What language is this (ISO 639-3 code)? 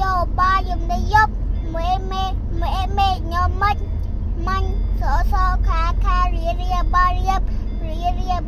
khm